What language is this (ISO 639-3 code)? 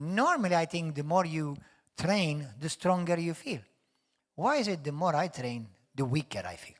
eng